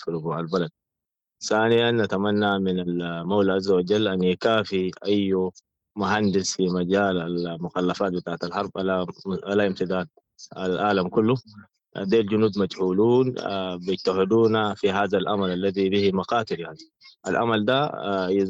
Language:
Sudanese Arabic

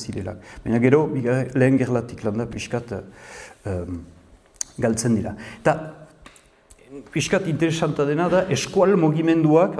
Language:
Basque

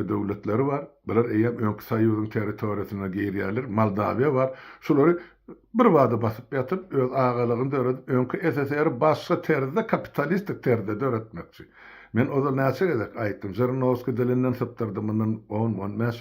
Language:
Turkmen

